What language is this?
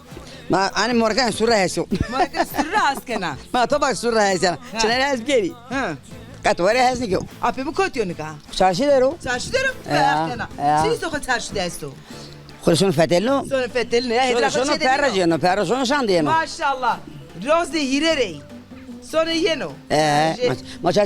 Zaza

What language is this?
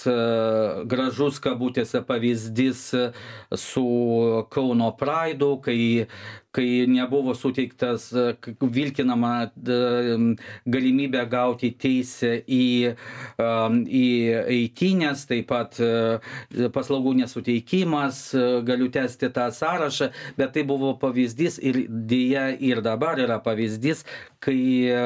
Lithuanian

